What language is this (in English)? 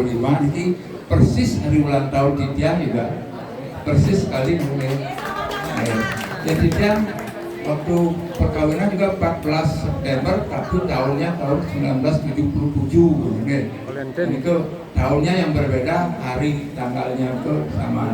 Balinese